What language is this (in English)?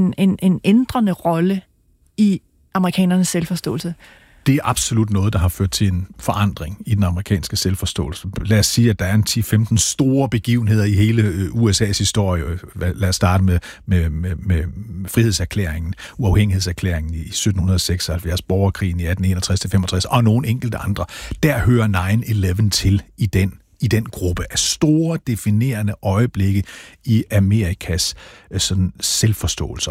Danish